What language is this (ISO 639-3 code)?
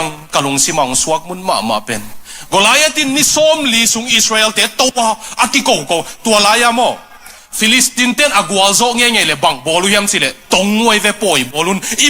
ctd